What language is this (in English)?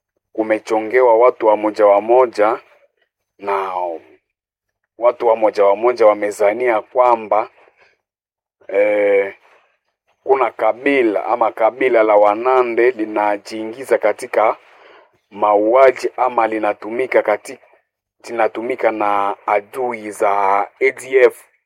Swahili